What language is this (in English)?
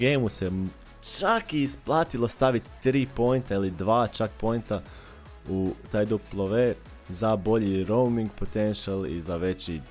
Croatian